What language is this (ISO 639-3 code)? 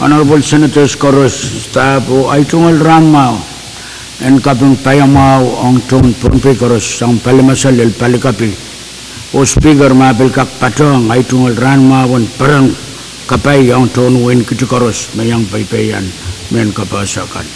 pon